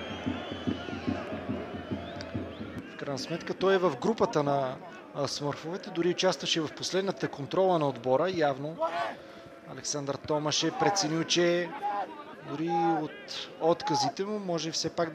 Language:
Bulgarian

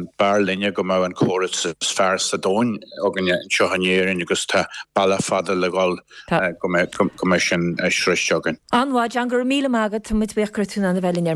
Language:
Irish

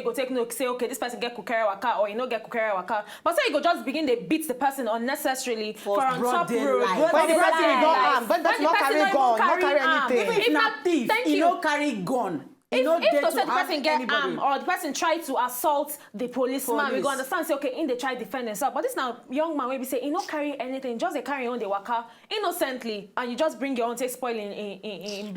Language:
Nigerian Pidgin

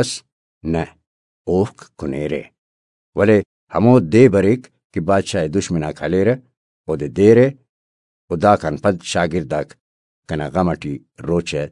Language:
Brahui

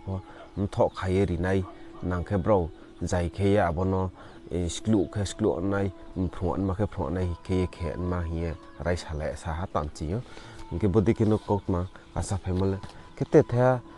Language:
Riang (India)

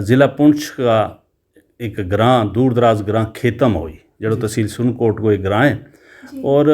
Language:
Gujari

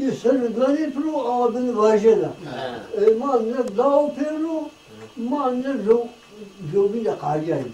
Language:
Zaza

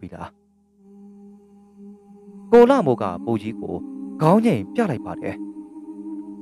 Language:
Burmese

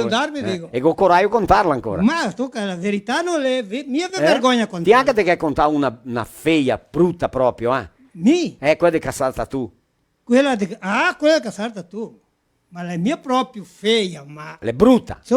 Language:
Venetian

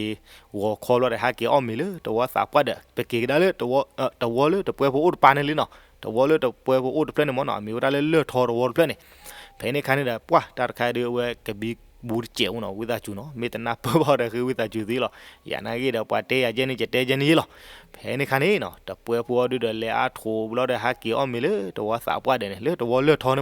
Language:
S'gaw Karen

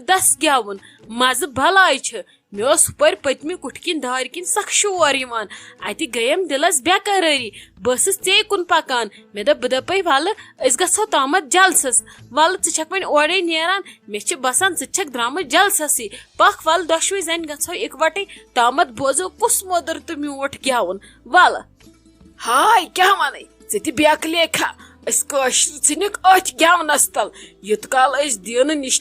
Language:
Kashmiri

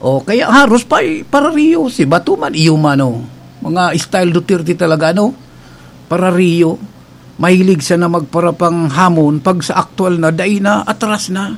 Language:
Bikol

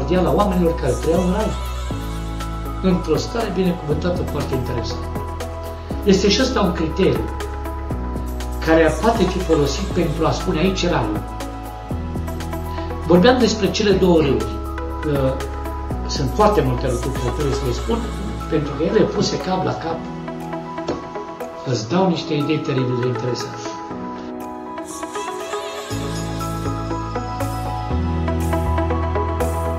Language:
Romanian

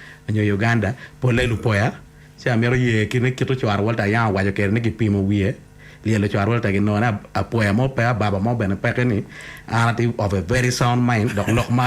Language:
Acoli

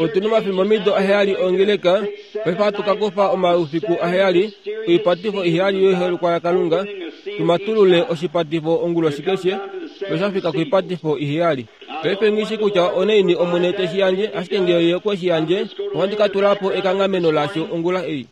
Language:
Kuanyama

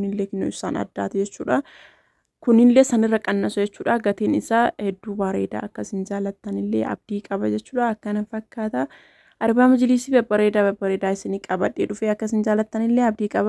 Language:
Oromo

